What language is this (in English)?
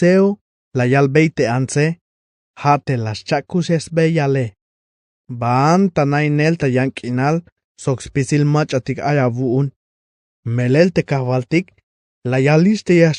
Tzeltal